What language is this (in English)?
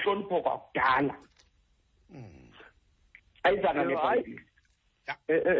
Xhosa